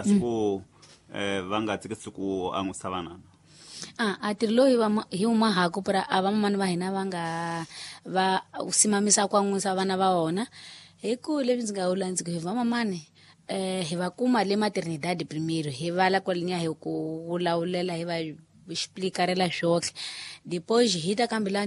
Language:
Tsonga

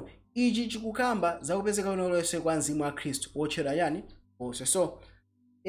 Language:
Nyanja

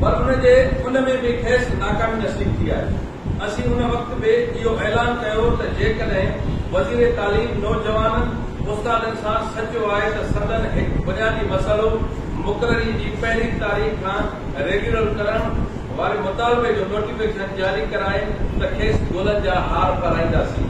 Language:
Sindhi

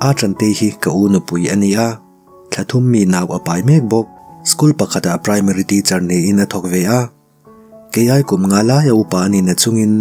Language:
Mizo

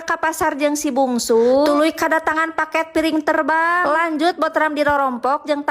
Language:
Sundanese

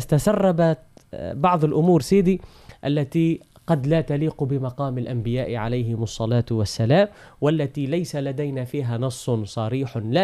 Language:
Arabic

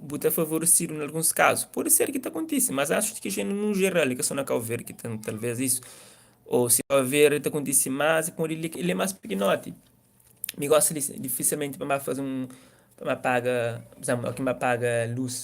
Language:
Kabuverdianu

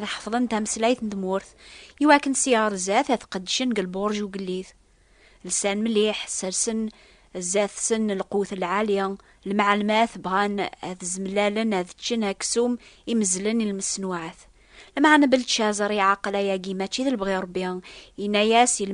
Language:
Kabyle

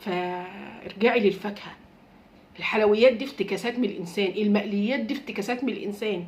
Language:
Egyptian Arabic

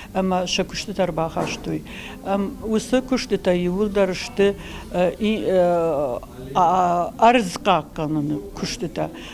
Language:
Ossetic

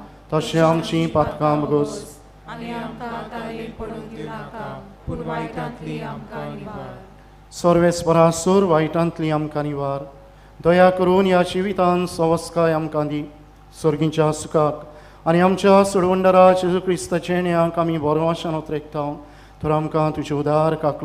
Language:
Konkani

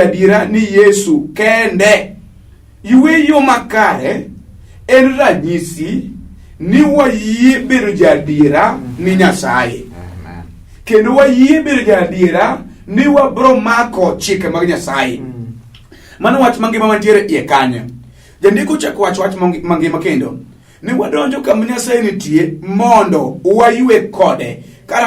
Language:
Luo (Kenya and Tanzania)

